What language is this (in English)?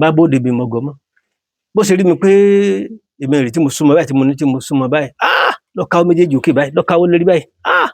Yoruba